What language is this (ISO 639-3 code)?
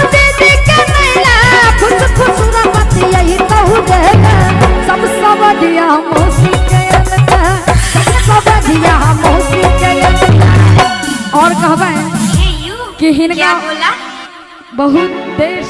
mai